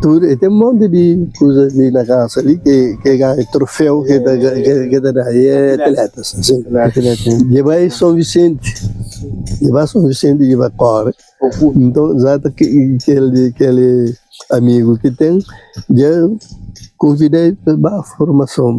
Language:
Kabuverdianu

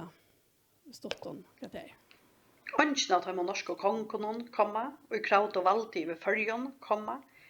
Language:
Faroese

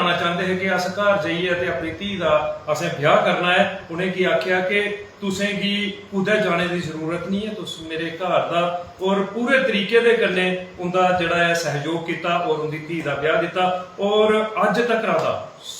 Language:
Dogri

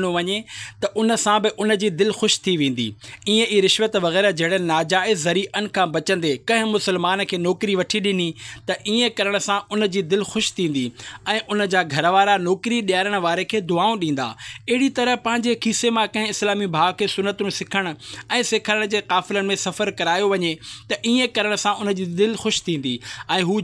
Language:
Sindhi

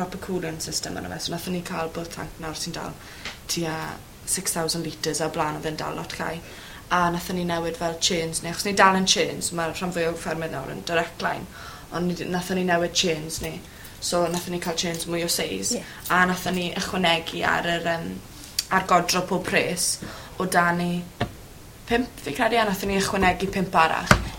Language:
Welsh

